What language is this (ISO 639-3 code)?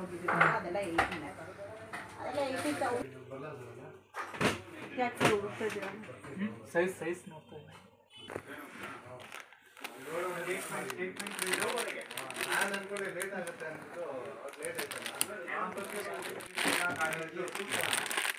kan